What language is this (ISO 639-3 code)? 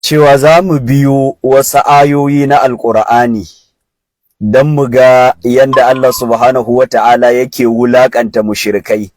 hau